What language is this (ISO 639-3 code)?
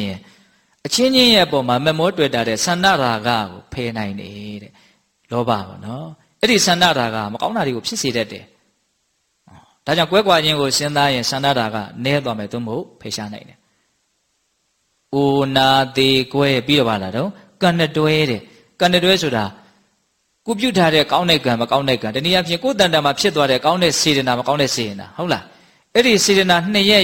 mya